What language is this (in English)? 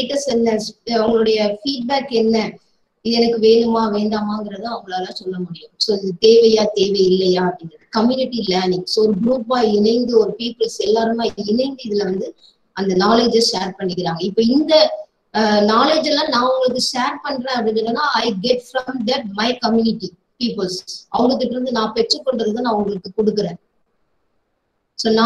Tamil